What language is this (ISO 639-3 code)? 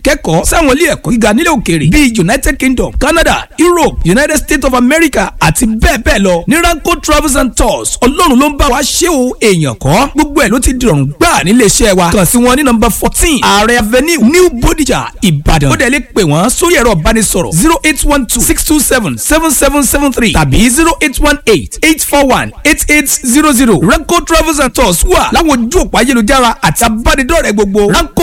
yor